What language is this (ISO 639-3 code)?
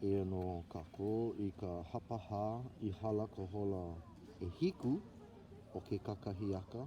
haw